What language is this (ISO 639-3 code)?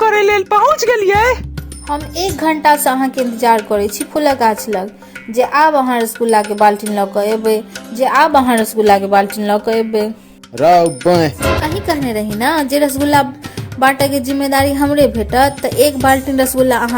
mai